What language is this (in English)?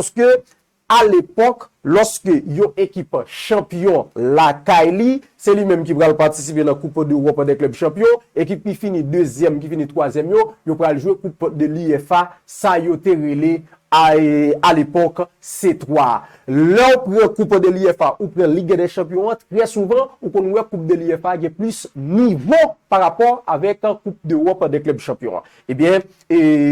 Haitian Creole